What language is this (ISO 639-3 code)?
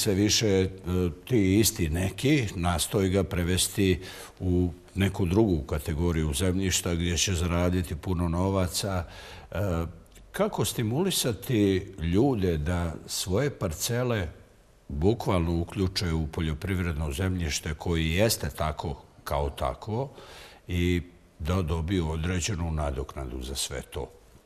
bos